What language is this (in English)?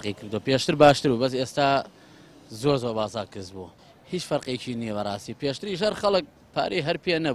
Central Kurdish